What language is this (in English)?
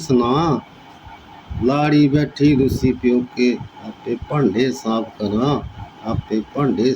Dogri